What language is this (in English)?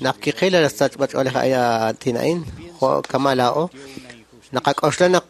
Kekchí